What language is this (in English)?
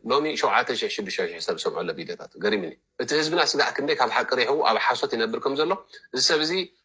Tigrinya